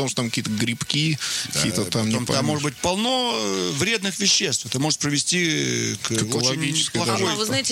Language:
Russian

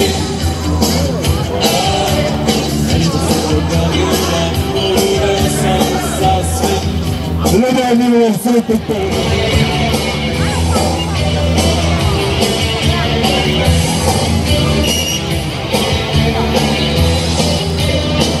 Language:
Serbian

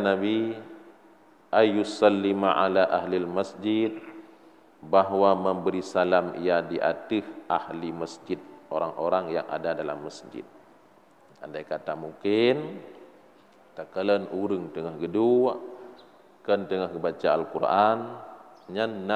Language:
Achinese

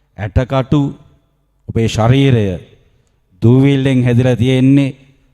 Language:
Sinhala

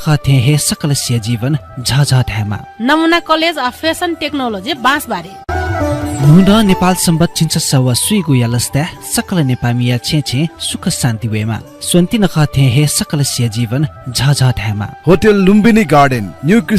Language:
Newari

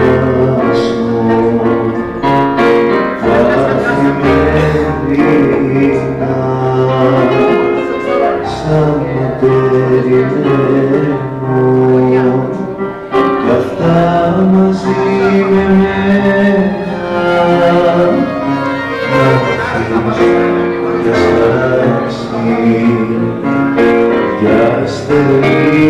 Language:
Greek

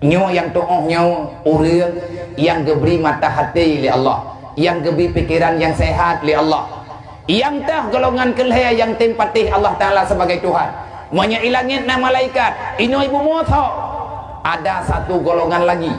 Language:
Achinese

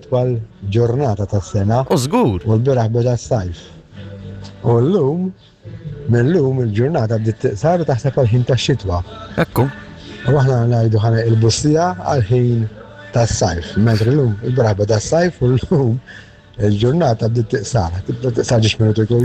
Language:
Maltese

